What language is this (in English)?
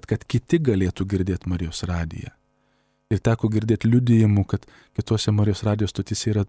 Lithuanian